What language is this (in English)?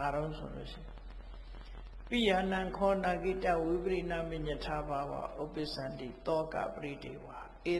Burmese